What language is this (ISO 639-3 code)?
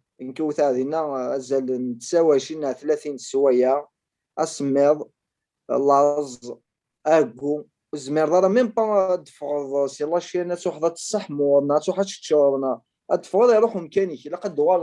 kab